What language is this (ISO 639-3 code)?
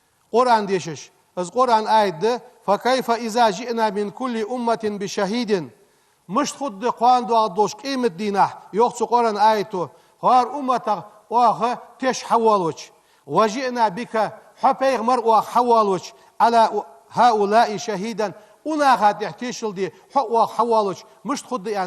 inh